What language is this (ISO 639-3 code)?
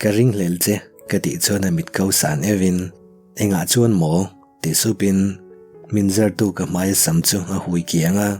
lus